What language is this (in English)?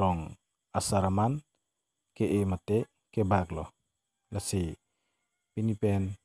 Karbi